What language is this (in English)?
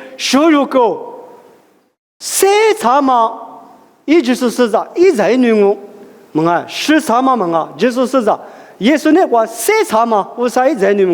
Lisu